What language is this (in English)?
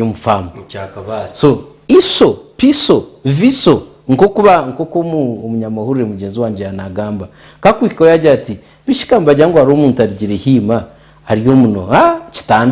Nyankole